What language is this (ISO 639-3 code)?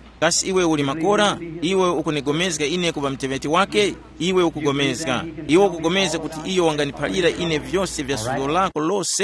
tum